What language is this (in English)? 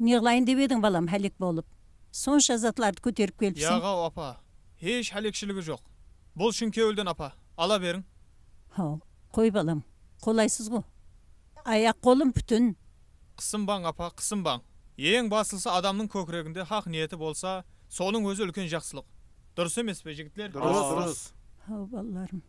Kara-Kalpak